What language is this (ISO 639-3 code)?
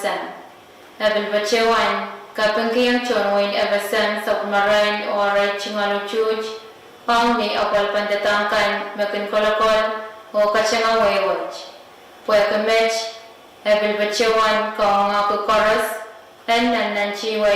pon